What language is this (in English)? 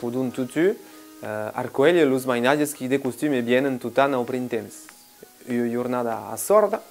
Occitan